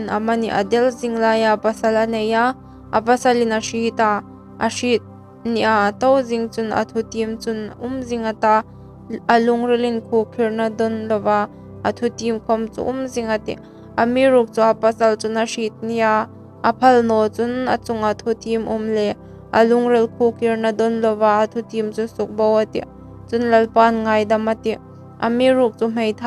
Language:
Hmar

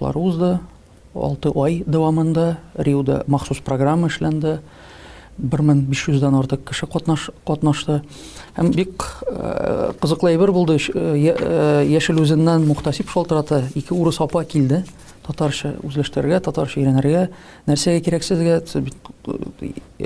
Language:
Tatar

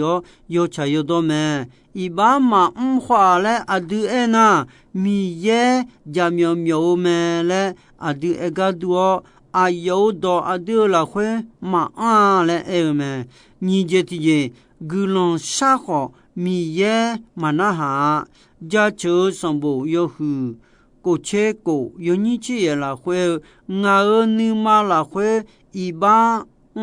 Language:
Akha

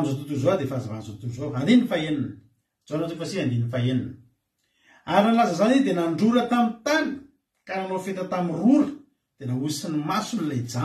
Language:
Malagasy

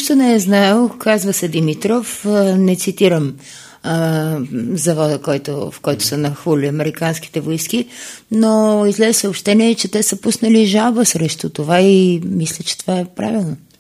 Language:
Bulgarian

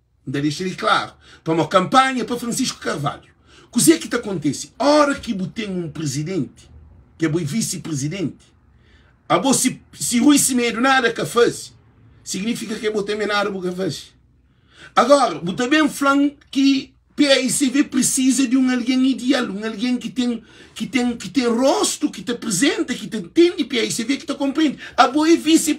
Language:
Kabuverdianu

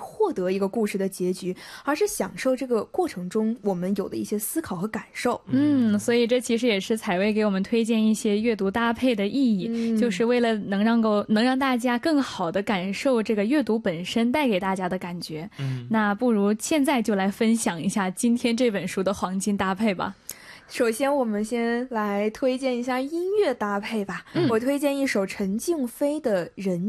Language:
Chinese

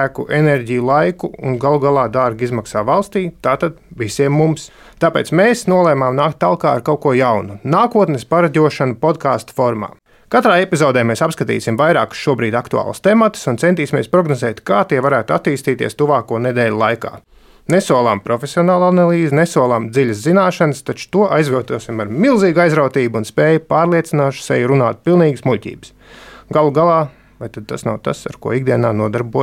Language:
Latvian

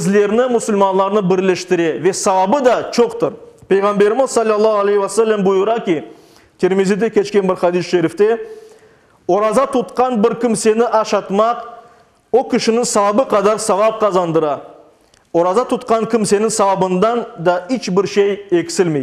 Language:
Crimean Tatar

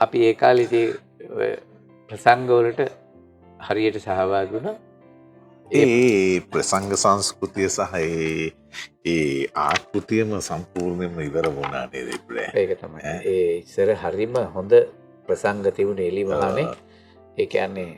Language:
Sinhala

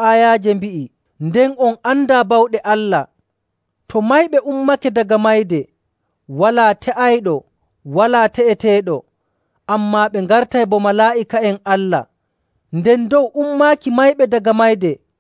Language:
Nigerian Fulfulde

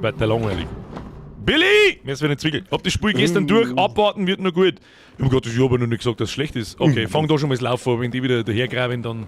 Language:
Bavarian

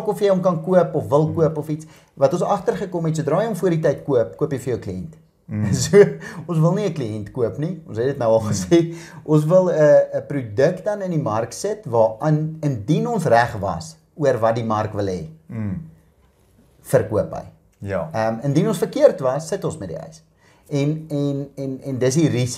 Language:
Afrikaans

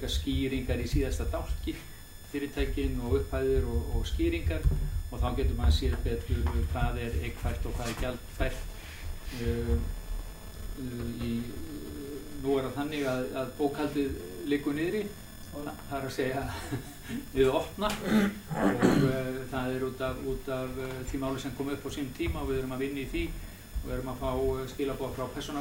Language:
Icelandic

